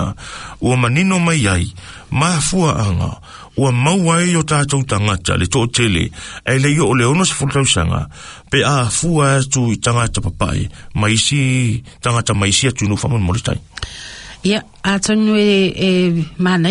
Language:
Samoan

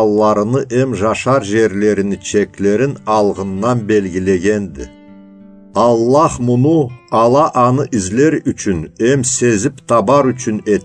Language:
Karachay-Balkar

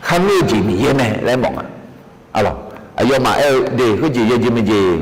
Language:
Akha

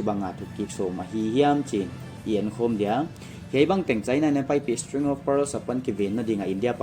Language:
Paite Chin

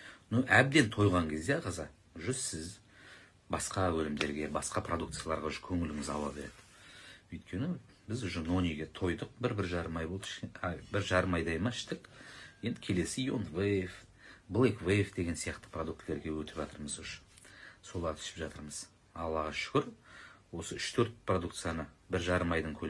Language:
Kazakh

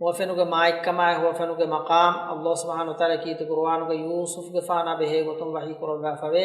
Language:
Divehi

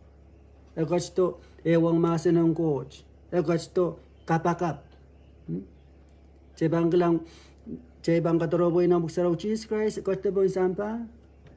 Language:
Pohnpeian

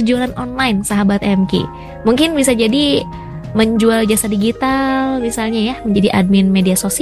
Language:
Indonesian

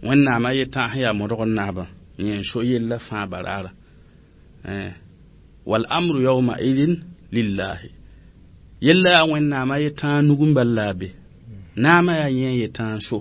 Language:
Mossi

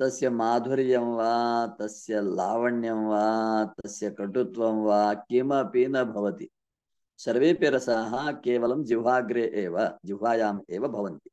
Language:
Sanskrit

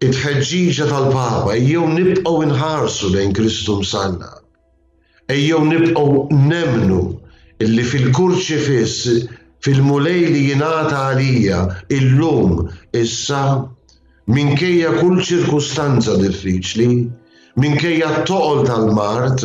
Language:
Maltese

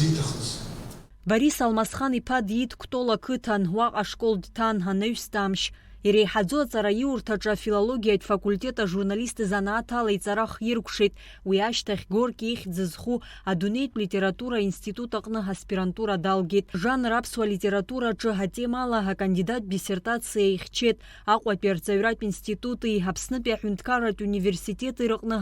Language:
Abkhazian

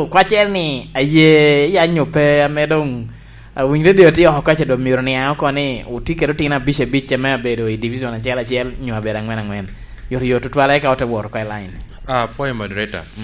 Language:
Lango (Uganda)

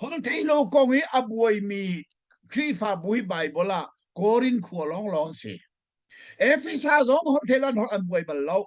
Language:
Hakha Chin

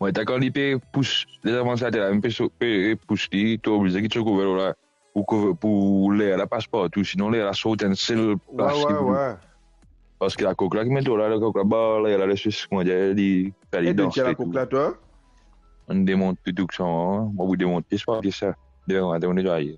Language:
Morisyen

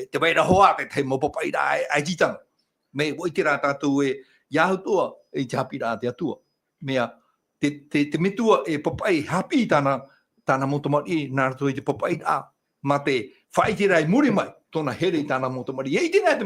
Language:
Tahitian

